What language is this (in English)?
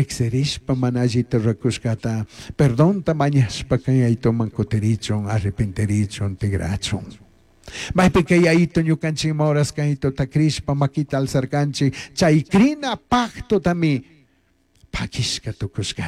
Chimborazo Highland Quichua